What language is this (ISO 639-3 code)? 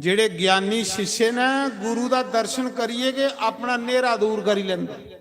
doi